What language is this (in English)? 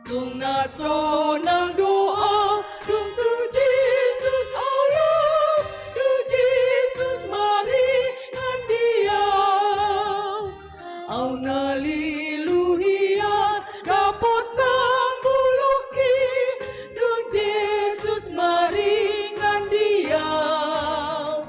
Batak Toba